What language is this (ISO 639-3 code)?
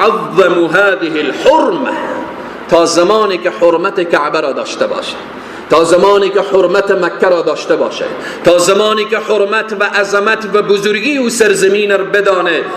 fas